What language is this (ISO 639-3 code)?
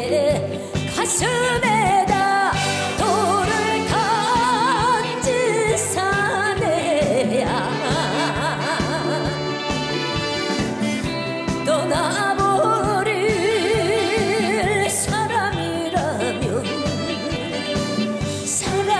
kor